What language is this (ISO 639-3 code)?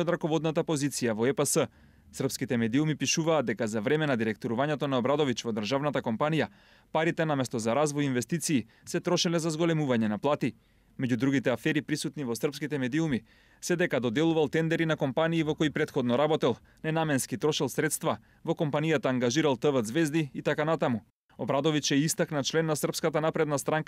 mkd